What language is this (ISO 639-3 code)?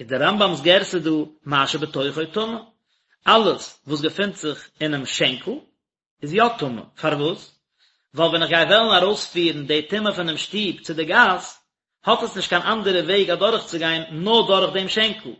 yid